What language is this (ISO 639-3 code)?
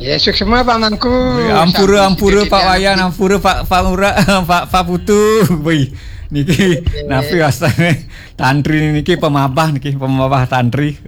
ban